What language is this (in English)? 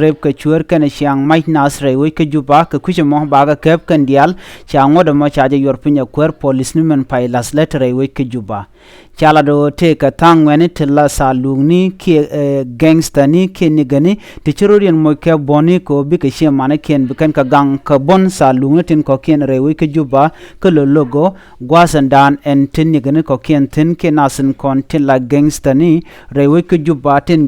Nuer